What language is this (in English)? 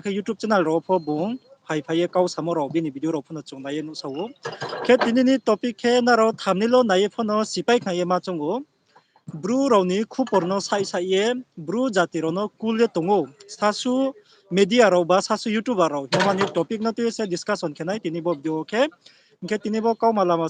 Riang (India)